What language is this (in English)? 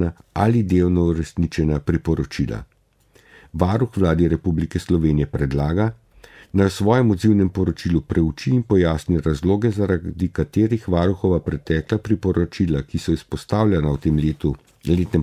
Slovenian